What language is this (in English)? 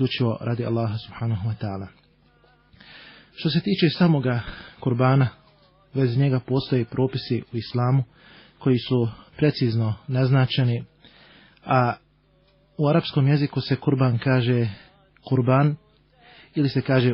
Bosnian